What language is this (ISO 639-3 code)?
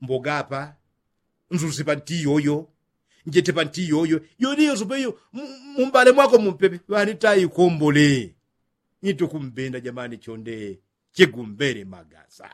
yao